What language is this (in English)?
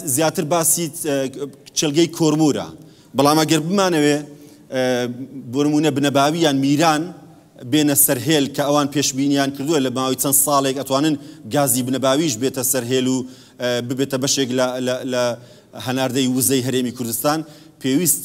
Central Kurdish